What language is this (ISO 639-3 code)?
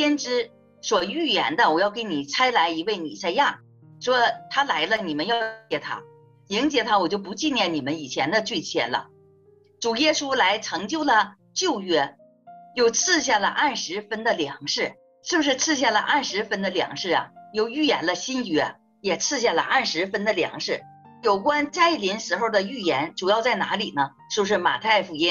zho